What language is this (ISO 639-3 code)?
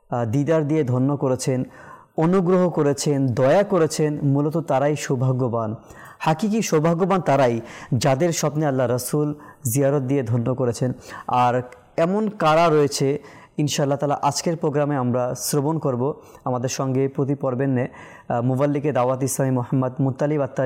ben